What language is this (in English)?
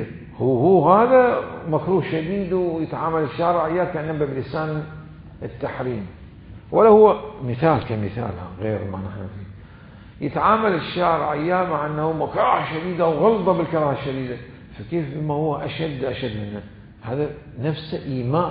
Mesopotamian Arabic